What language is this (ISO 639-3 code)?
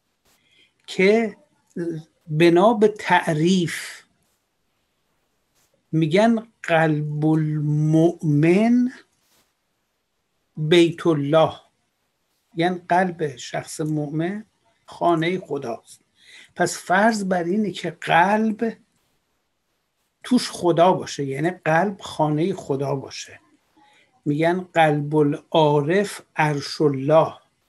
fas